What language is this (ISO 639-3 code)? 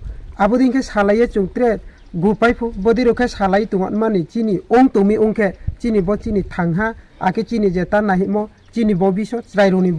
ria